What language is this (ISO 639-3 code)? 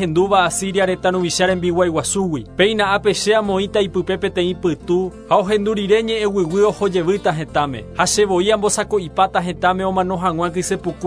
grn